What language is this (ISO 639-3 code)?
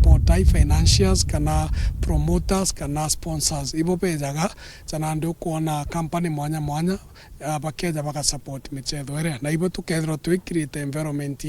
mer